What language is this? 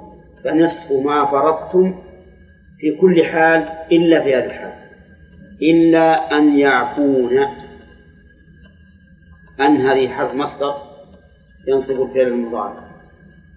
Arabic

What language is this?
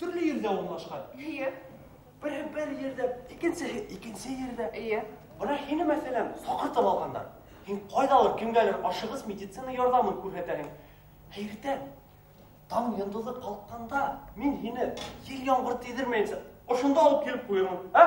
Bashkir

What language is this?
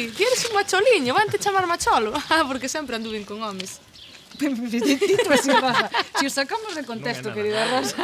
Galician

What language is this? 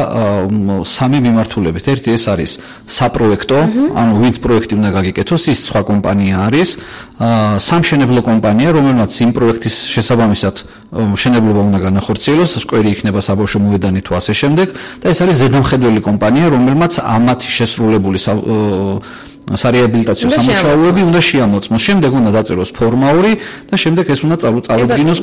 Georgian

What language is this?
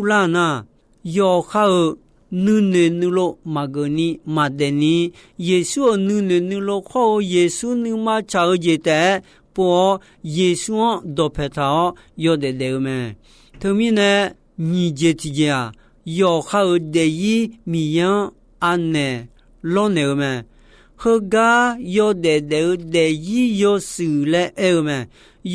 Akha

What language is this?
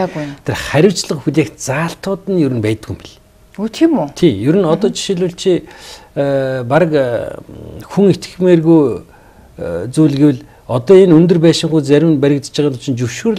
Mongolian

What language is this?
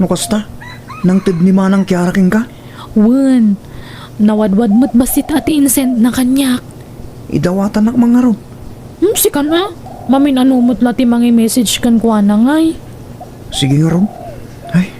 Iloko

